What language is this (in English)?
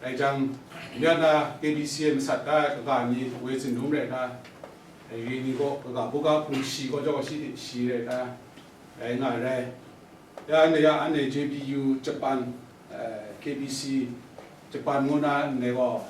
Kachin